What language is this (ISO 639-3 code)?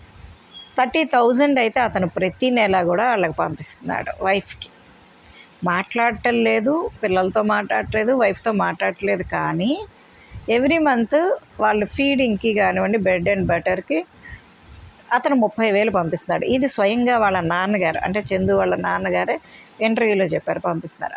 tel